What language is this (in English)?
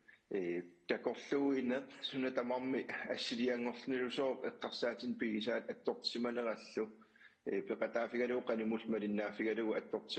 Kalaallisut